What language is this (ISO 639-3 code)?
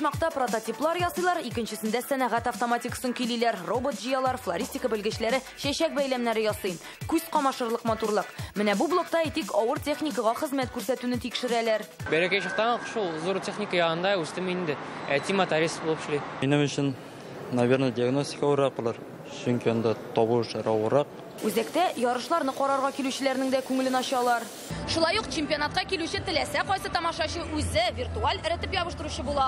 tat